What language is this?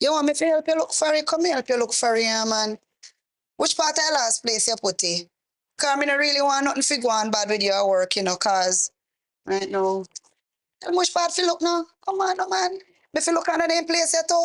Jamaican Creole English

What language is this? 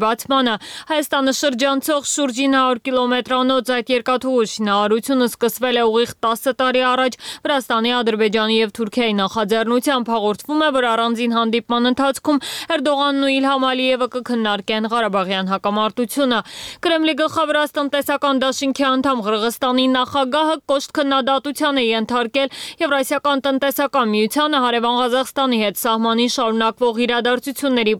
Armenian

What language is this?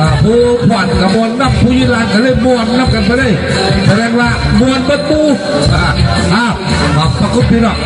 Northeastern Thai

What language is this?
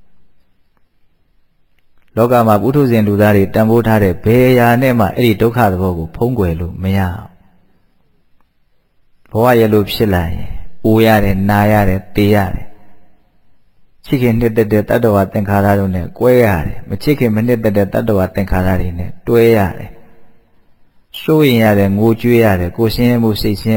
Burmese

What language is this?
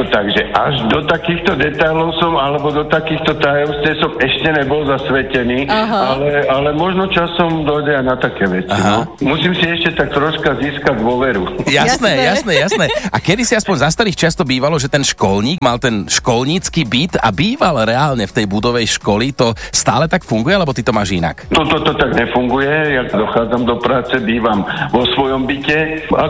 Slovak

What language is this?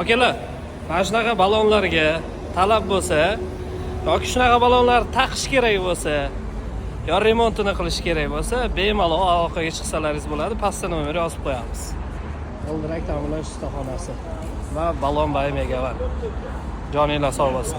Uzbek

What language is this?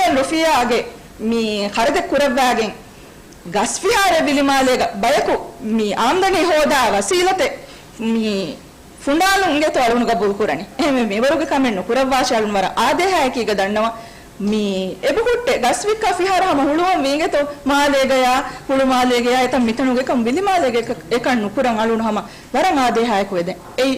Divehi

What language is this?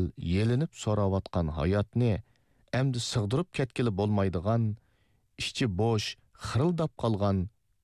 Uyghur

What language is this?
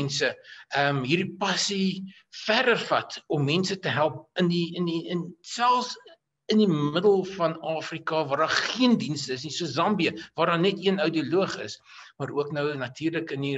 Afrikaans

